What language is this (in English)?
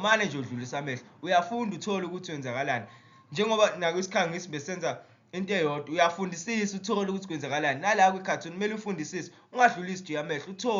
Zulu